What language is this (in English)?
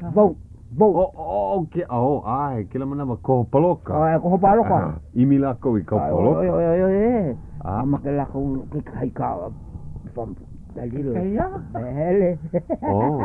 Hawaiian